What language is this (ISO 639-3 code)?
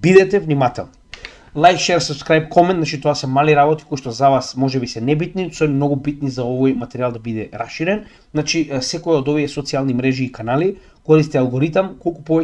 mkd